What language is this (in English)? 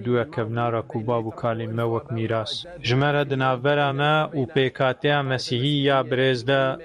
Kurdish